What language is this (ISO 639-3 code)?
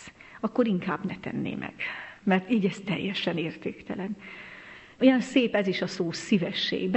hun